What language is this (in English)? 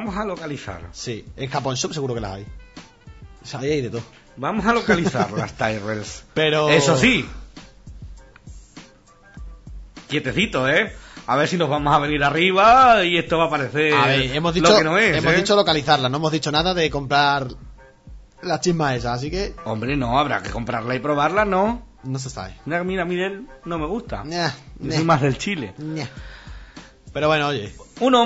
Spanish